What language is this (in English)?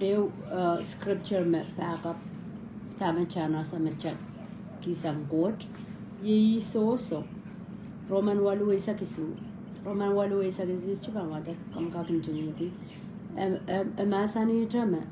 Pohnpeian